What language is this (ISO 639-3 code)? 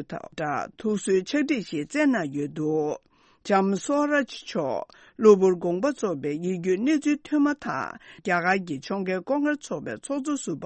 bod